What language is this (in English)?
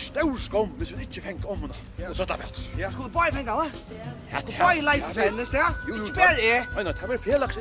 Faroese